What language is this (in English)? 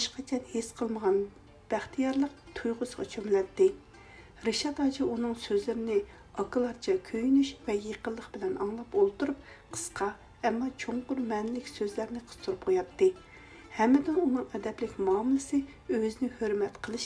Uyghur